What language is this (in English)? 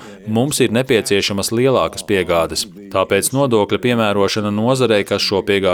Latvian